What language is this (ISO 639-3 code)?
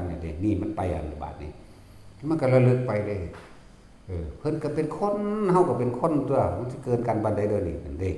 tts